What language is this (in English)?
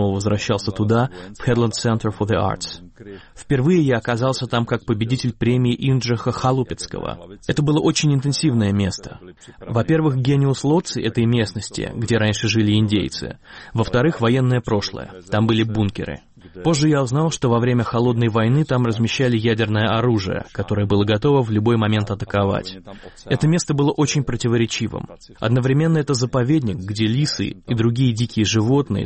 Russian